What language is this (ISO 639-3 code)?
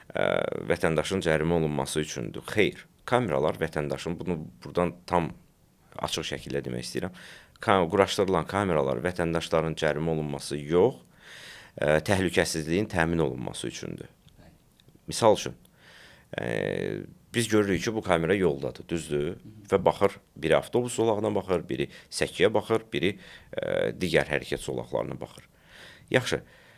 aze